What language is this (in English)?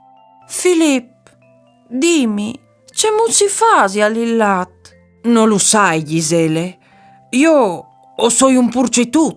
Friulian